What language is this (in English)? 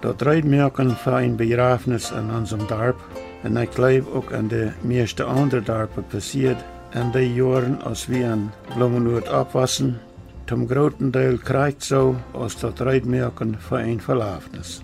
Plautdietsch